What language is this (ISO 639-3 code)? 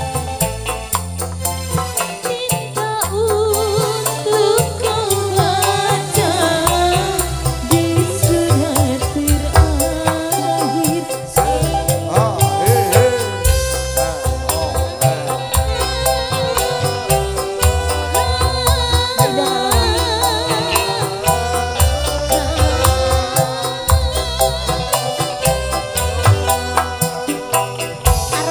ind